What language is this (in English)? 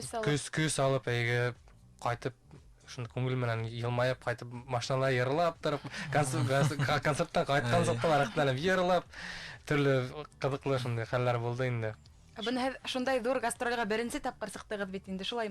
Bashkir